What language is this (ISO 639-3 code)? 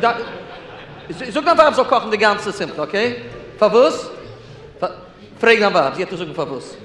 yid